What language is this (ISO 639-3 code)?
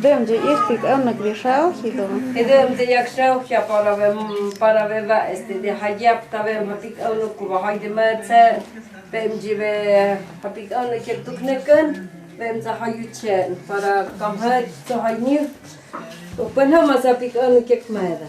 mto